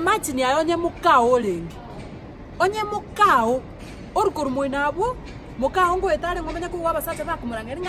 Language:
Gusii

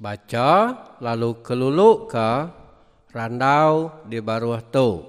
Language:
Iban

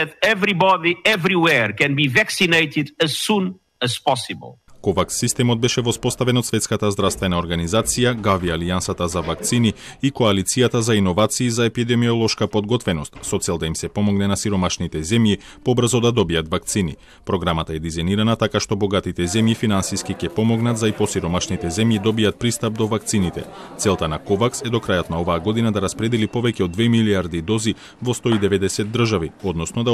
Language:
Macedonian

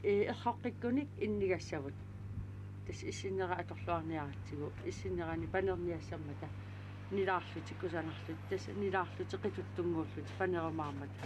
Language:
Kalaallisut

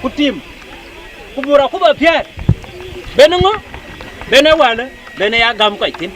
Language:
Dinka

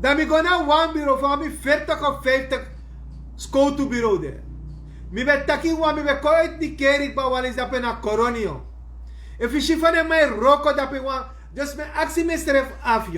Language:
Sranan Tongo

